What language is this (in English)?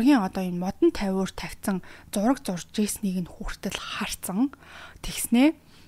Mongolian